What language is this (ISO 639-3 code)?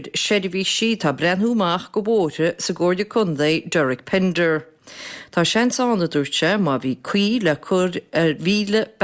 gle